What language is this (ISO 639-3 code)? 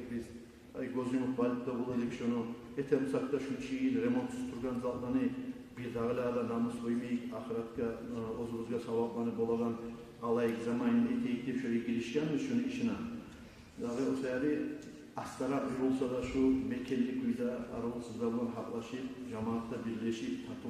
kum